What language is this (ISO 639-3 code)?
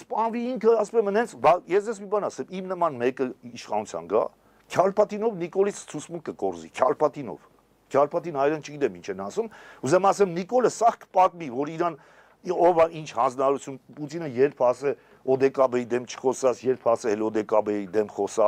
hye